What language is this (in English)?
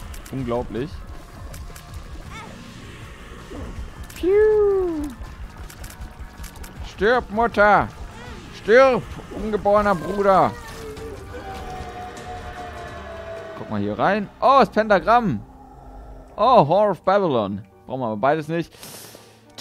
German